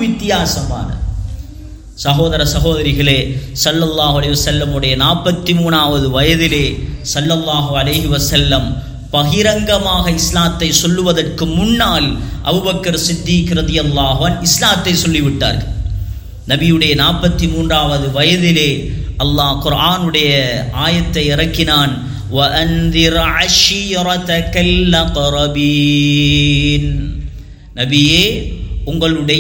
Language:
Tamil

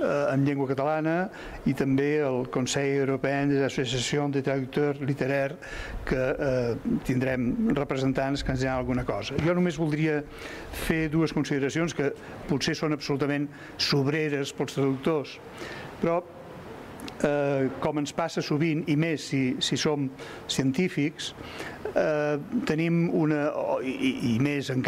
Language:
Catalan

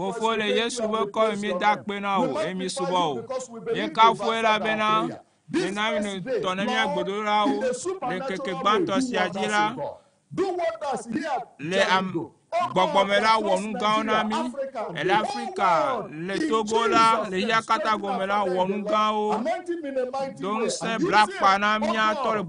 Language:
Ewe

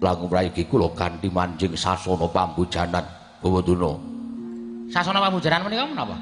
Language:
Javanese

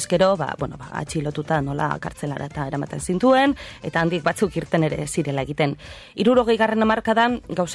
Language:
Basque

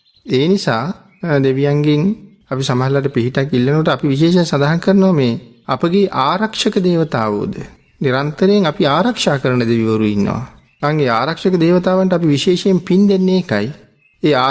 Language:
Sinhala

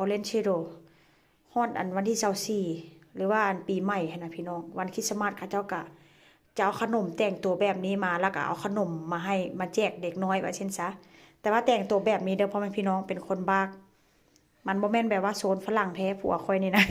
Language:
Northeastern Thai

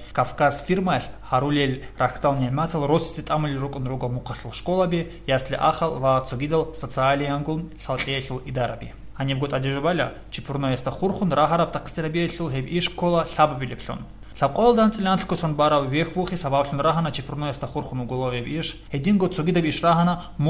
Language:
Avaric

